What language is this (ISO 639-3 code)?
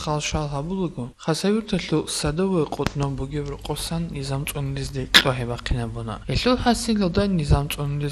ava